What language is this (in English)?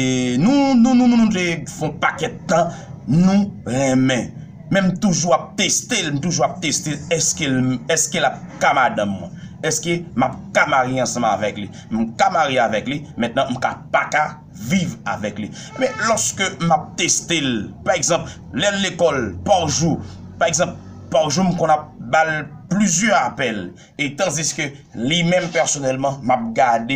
Haitian Creole